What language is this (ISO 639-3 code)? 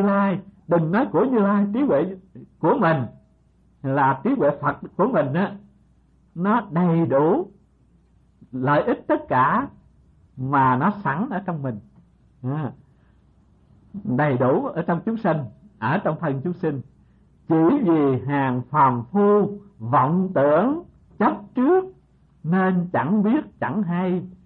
vie